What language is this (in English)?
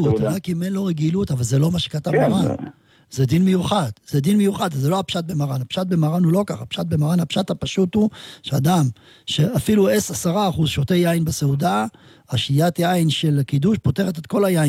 Hebrew